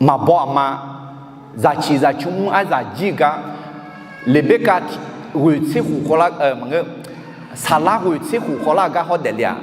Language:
Akha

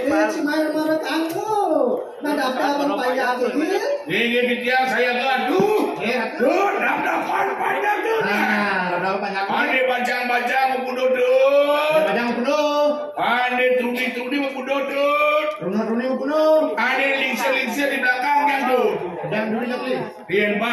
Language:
Balinese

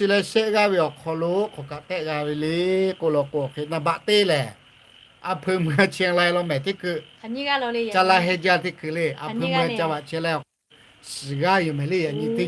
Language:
Lahu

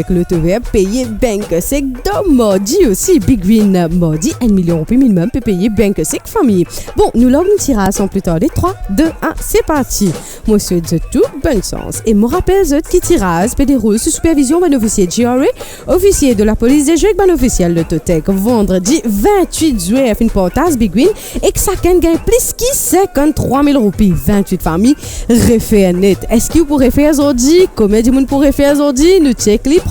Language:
Morisyen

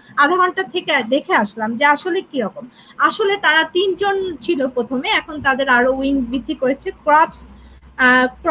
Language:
Bangla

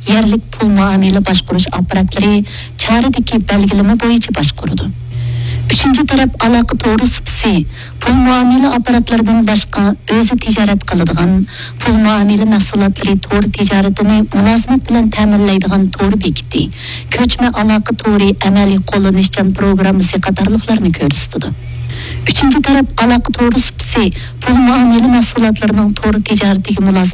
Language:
Uyghur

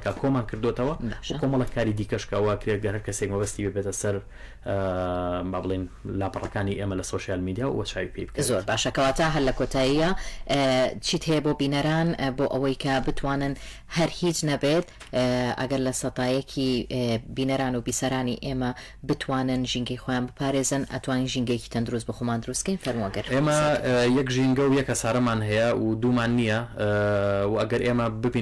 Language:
Central Kurdish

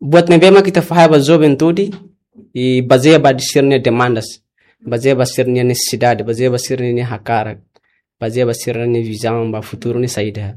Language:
Tetum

